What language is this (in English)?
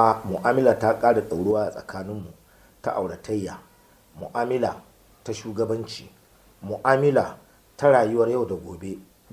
Hausa